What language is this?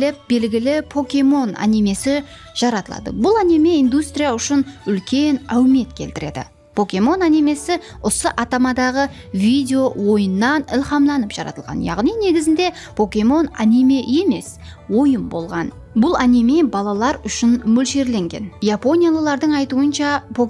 Kara-Kalpak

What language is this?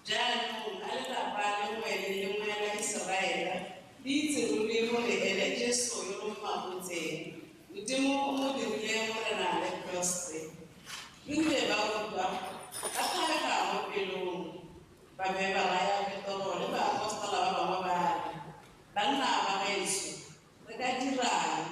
Tswana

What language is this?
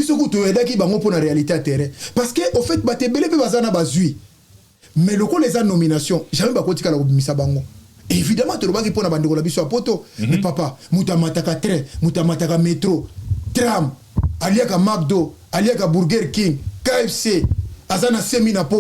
Lingala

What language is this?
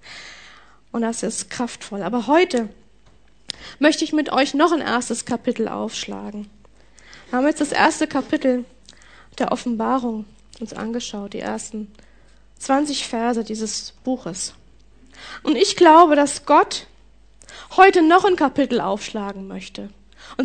German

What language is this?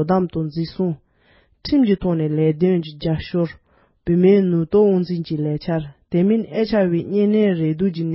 Tibetan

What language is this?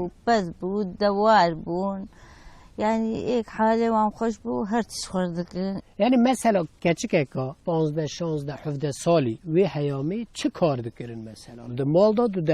Kurdish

